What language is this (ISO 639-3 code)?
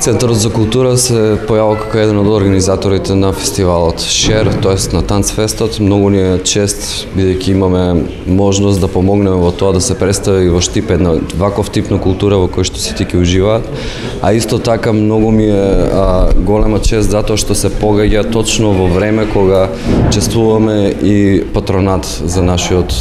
mkd